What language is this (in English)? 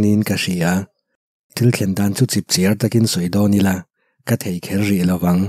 Mizo